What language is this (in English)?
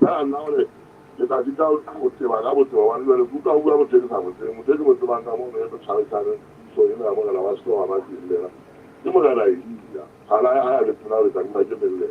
Southern Sotho